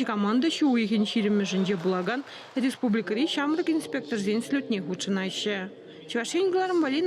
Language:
Chuvash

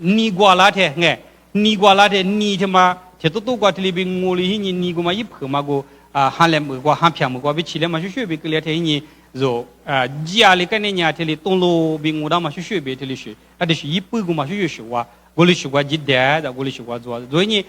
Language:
Lisu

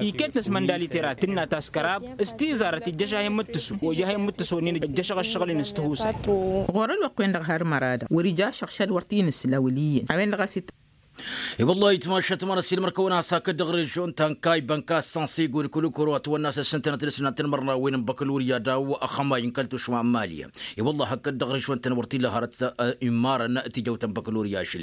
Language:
Tamasheq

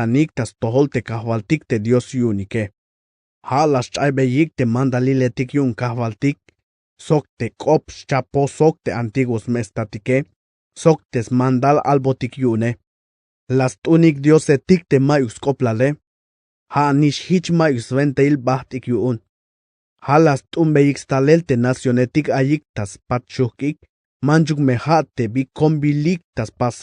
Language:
Tzeltal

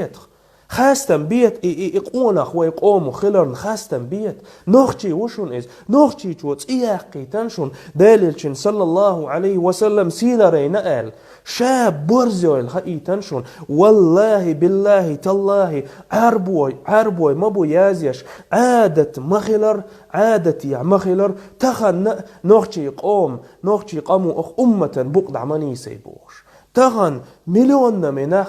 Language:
Chechen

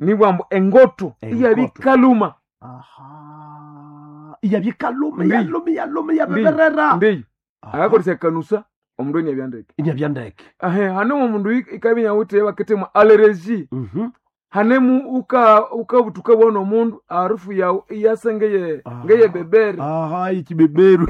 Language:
Nande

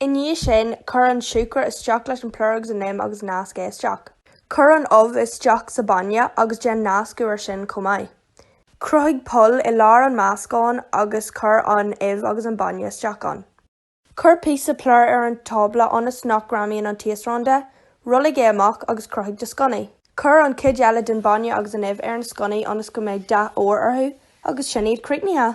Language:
Irish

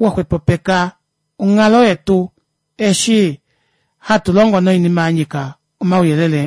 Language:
Kuanyama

